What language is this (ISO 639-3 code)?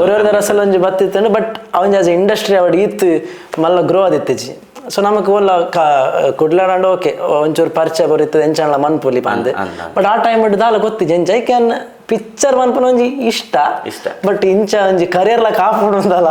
tcy